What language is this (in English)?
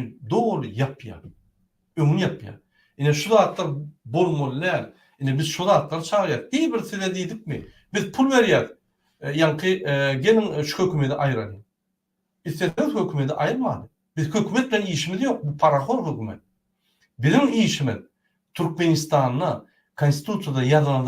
Turkmen